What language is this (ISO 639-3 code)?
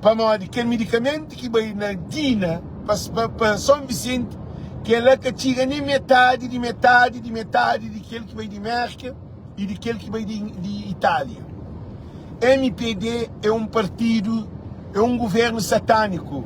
kea